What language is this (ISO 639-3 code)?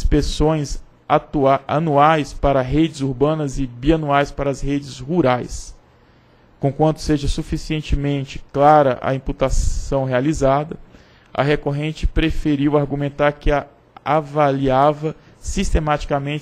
por